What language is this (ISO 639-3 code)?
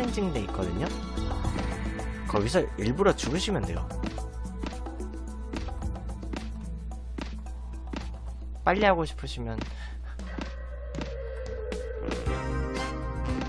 kor